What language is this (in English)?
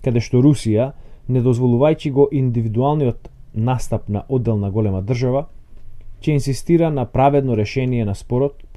Macedonian